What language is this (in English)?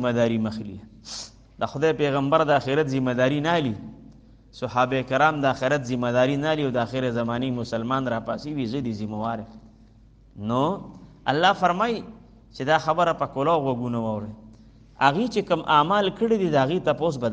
Pashto